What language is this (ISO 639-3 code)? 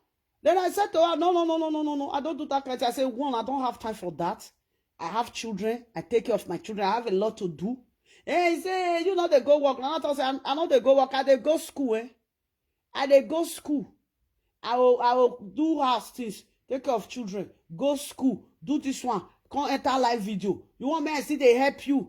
pcm